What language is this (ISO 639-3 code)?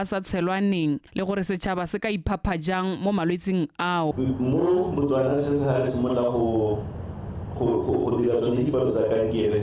tsn